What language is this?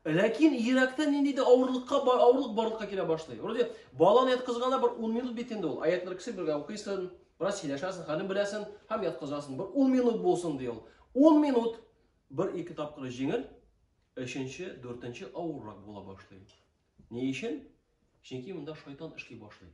Tatar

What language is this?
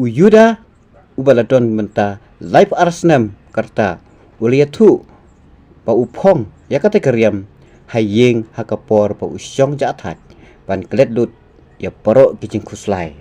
Khasi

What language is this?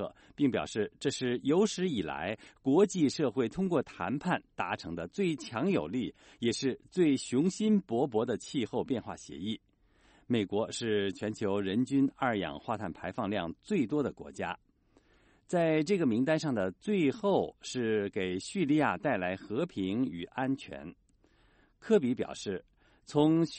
Chinese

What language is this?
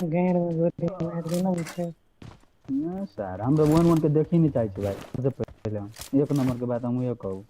Maithili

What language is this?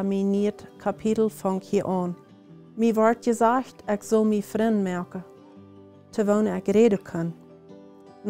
Plautdietsch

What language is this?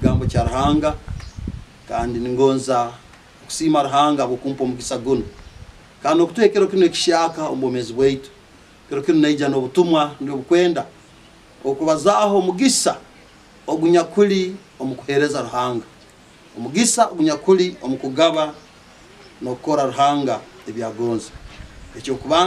Nyankole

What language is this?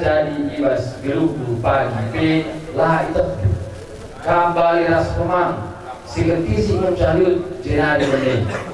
Batak Karo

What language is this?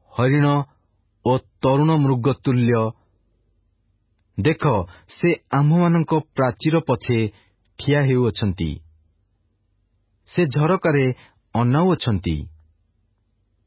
Odia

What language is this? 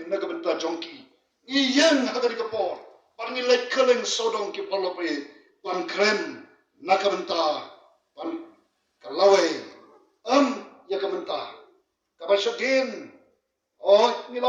Khasi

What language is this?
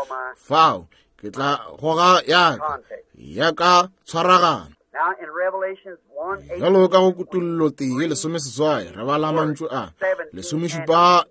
Northern Sotho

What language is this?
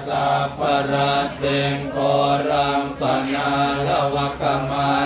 Pali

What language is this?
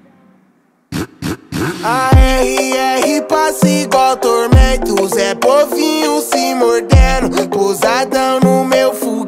Portuguese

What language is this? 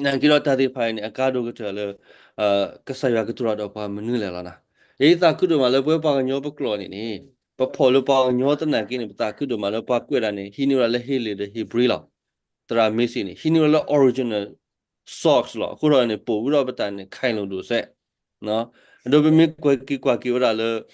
S'gaw Karen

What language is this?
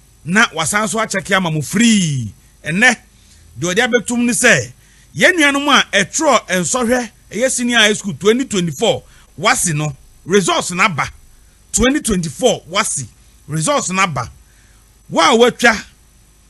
Akan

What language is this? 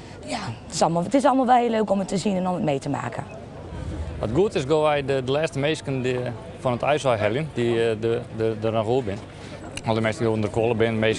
Western Frisian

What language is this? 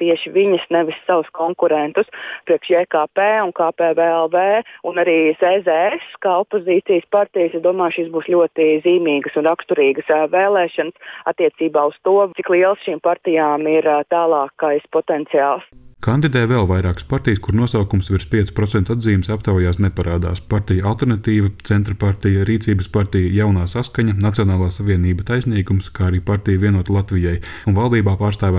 Latvian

